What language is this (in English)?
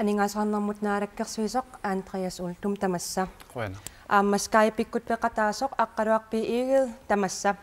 Kalaallisut